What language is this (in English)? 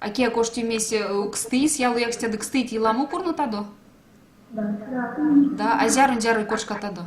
Erzya